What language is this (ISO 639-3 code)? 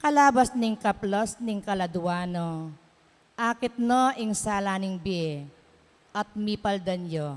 pam